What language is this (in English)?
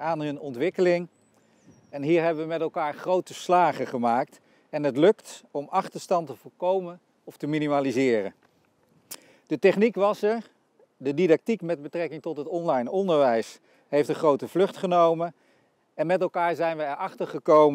Dutch